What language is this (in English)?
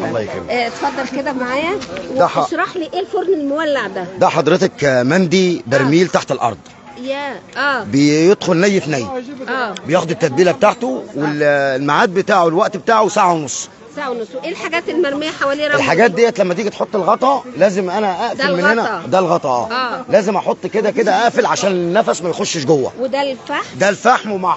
Egyptian Arabic